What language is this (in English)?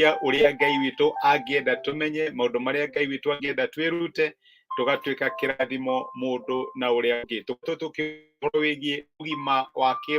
Kikuyu